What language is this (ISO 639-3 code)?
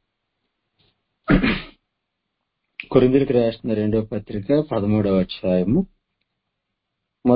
tel